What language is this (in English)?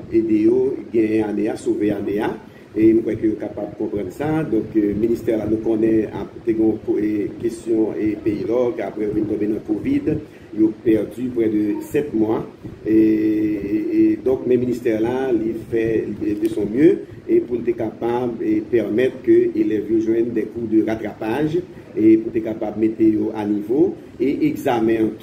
Haitian Creole